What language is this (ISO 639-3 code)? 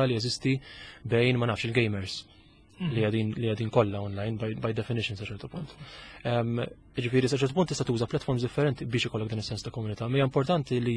mlt